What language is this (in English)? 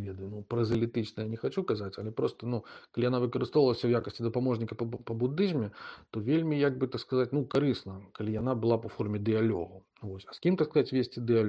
Belarusian